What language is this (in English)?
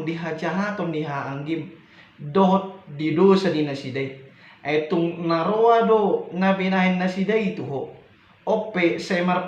Batak Toba